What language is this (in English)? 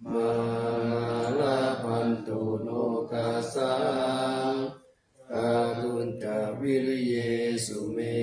Pali